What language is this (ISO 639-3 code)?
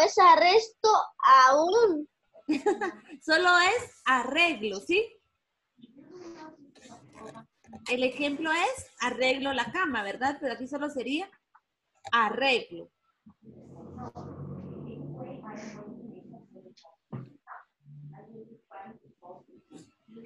spa